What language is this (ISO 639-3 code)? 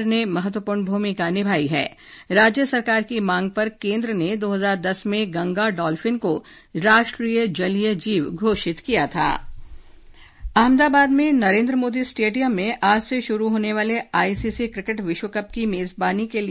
hin